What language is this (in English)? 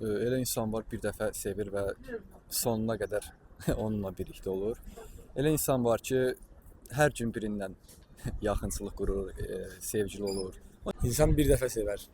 Azerbaijani